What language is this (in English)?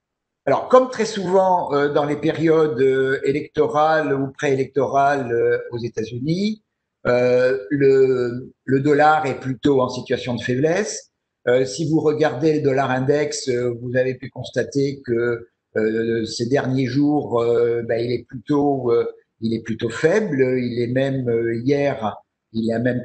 French